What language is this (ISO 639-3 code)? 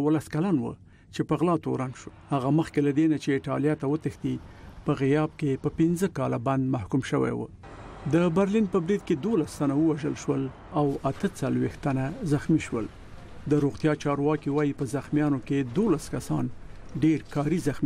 pus